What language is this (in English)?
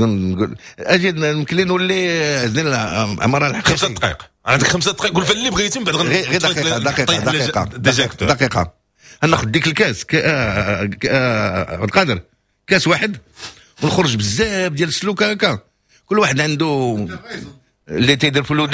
Moroccan Arabic